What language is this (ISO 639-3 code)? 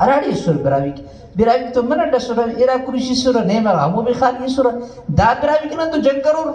brh